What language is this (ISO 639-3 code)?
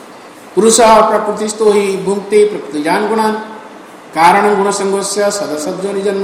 ori